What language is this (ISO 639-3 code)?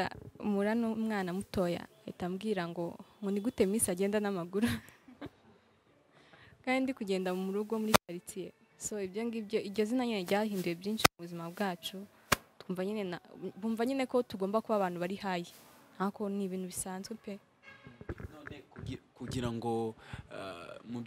kin